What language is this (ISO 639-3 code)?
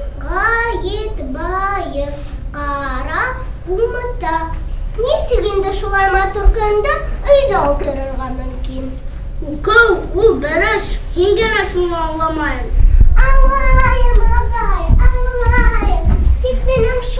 bak